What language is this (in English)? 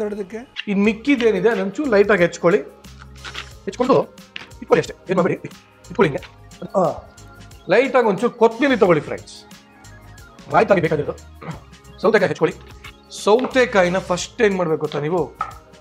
Kannada